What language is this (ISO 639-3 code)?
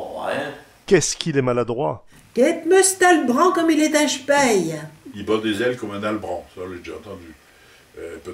pcd